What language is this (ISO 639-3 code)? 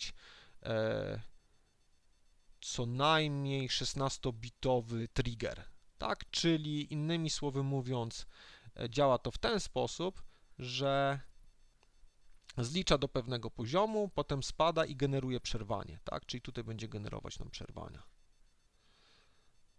pol